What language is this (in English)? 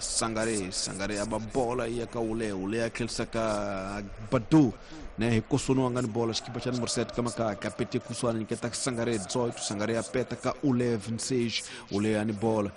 Tsonga